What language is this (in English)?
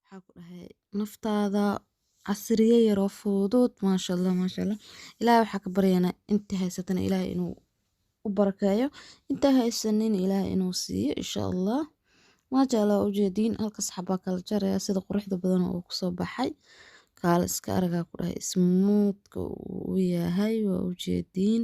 Somali